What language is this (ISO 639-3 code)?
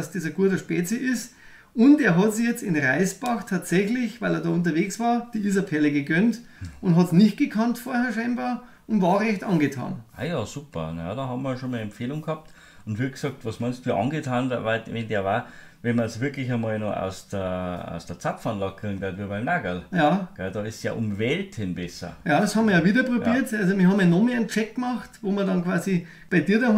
bar